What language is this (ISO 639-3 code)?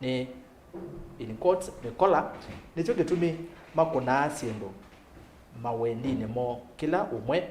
kam